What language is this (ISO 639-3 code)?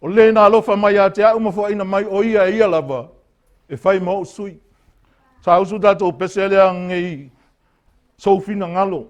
smo